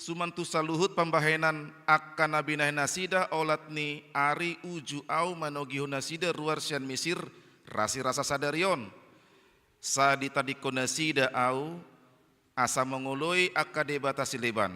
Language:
Batak Toba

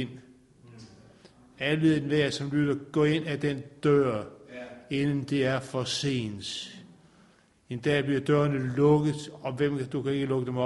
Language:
Danish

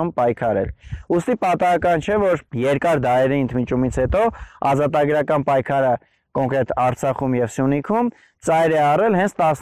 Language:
Armenian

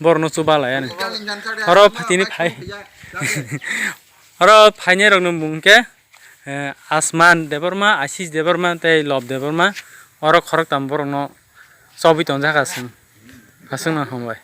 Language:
Kok Borok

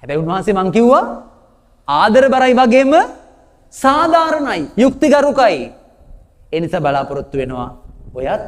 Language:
Sinhala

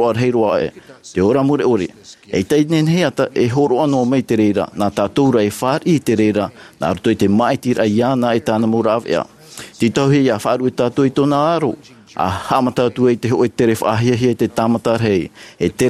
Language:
Tahitian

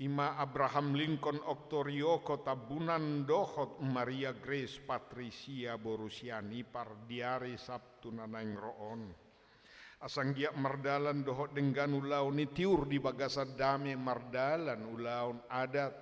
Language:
Batak Toba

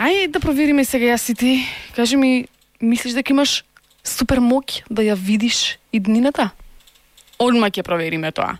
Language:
Macedonian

